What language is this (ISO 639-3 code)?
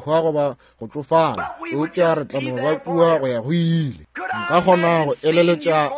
nso